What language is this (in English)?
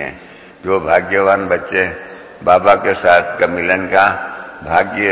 Hindi